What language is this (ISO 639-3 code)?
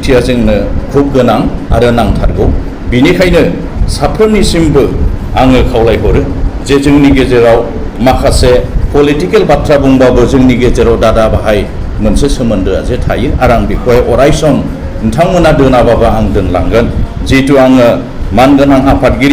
brx